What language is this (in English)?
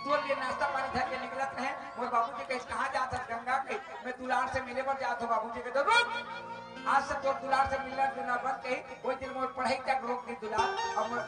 Chhattisgarhi